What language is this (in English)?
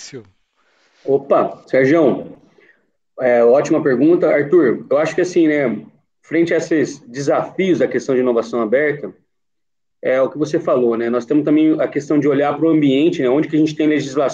Portuguese